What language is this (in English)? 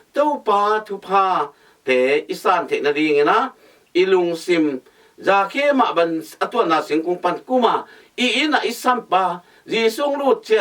Tedim Chin